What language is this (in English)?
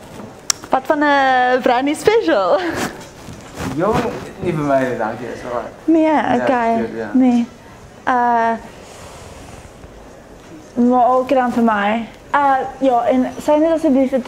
Afrikaans